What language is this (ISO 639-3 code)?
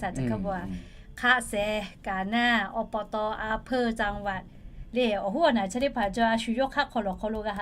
lhu